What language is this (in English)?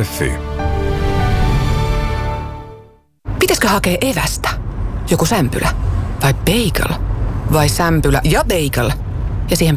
Finnish